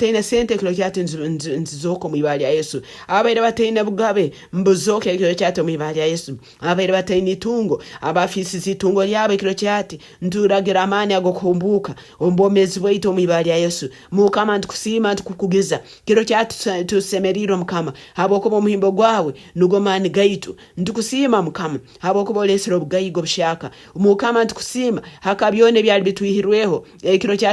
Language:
Nyankole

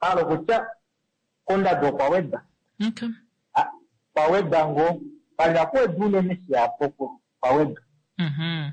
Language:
Kuanyama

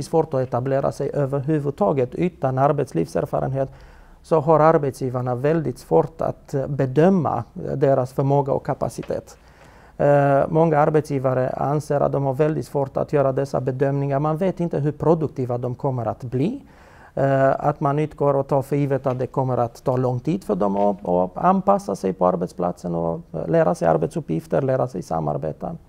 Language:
Swedish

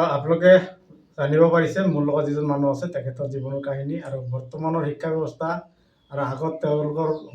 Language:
Assamese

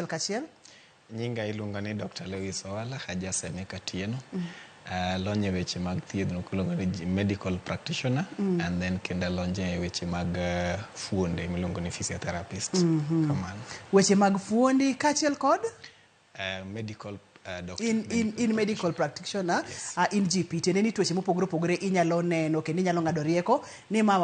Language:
Luo (Kenya and Tanzania)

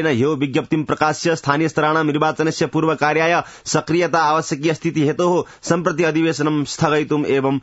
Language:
Sanskrit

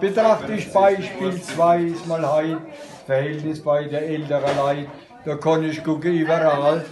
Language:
Palatine German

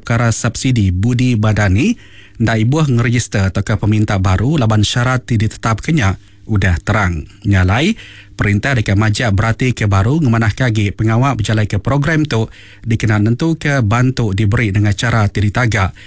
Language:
Iban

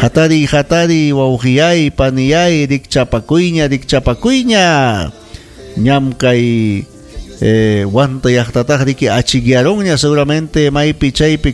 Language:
Ayacucho Quechua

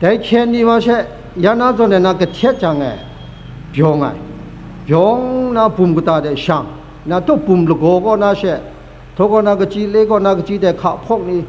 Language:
Kachin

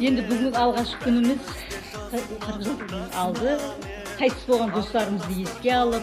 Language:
Kara-Kalpak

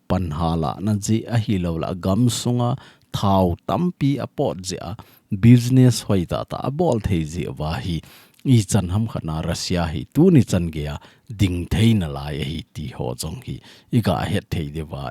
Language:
Thado Chin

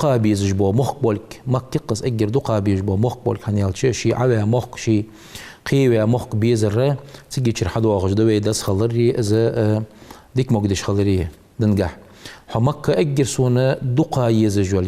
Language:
Ingush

